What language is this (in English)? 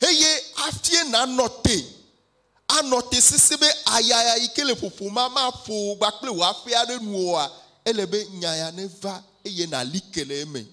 Ewe